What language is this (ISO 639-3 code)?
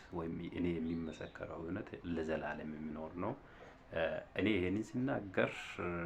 amh